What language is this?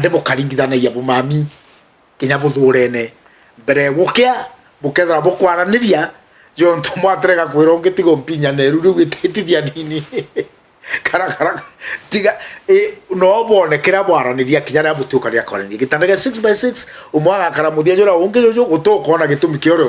Meru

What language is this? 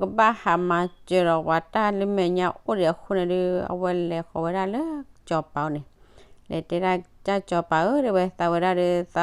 S'gaw Karen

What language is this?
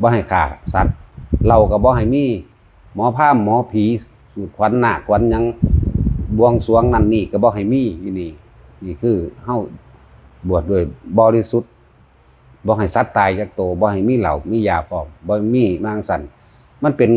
Northeastern Thai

